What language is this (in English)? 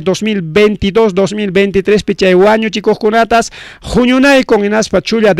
Ayacucho Quechua